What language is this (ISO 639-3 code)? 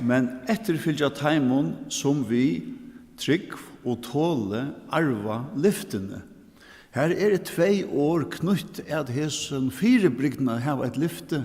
fao